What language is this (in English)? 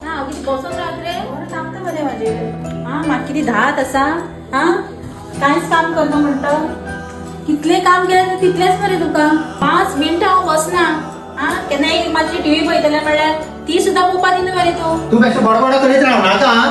Konkani